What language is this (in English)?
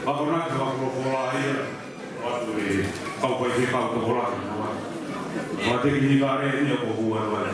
Tongan